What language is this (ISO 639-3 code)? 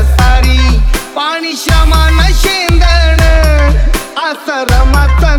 mar